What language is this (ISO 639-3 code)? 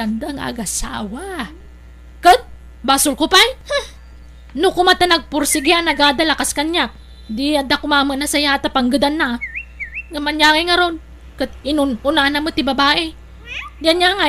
ilo